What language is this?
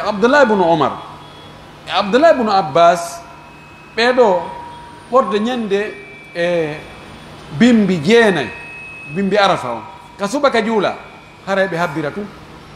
Pular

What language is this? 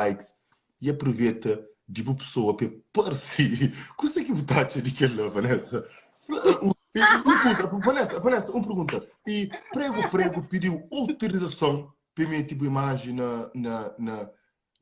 Kabuverdianu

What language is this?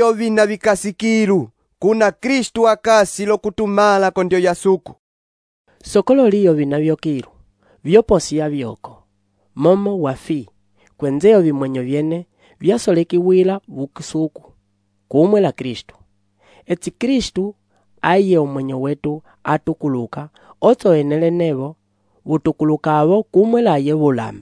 Umbundu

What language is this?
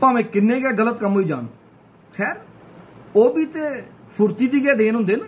Dogri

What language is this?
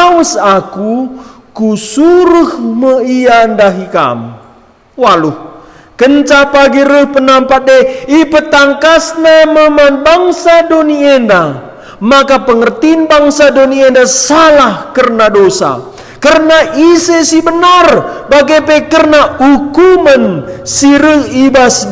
Batak Karo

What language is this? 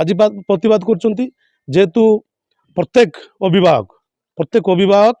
Odia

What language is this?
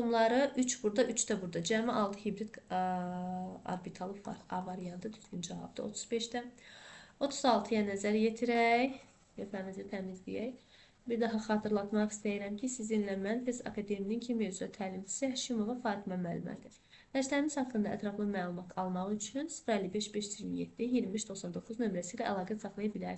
Azerbaijani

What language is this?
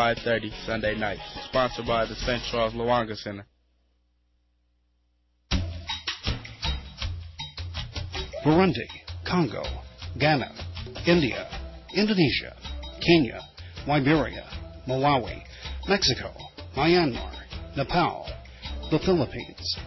English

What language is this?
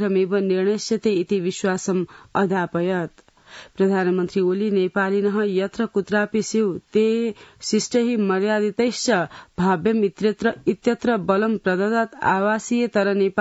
Sanskrit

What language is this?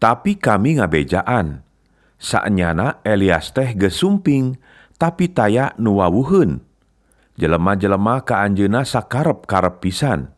Sundanese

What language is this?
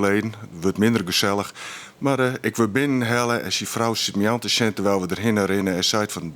Western Frisian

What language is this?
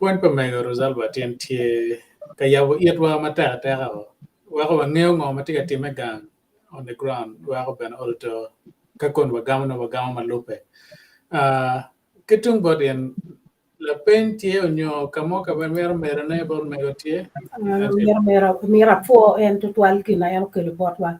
Acoli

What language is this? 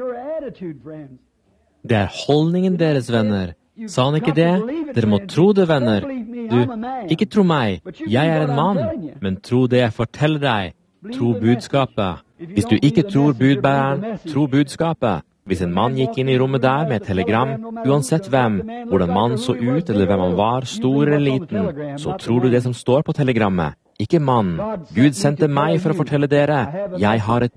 Norwegian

